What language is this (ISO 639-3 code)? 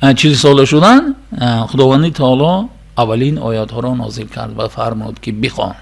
tgk